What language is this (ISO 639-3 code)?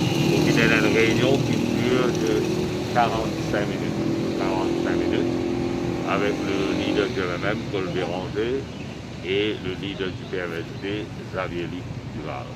mfe